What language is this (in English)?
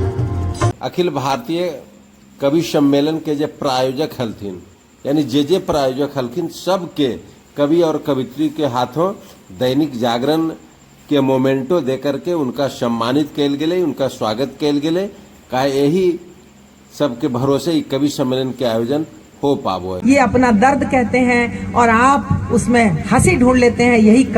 Magahi